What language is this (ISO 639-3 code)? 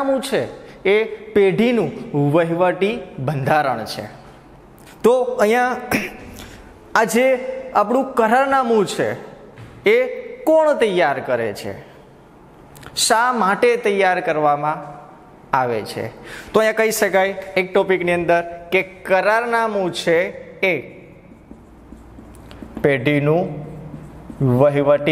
guj